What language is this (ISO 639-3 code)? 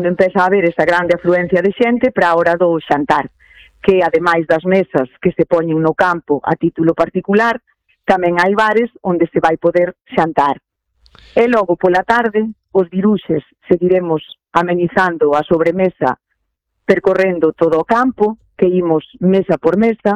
glg